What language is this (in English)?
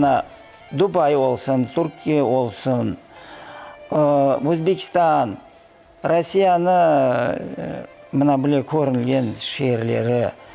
Crimean Tatar